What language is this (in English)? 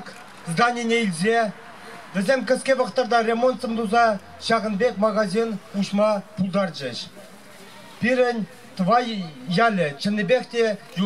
Chuvash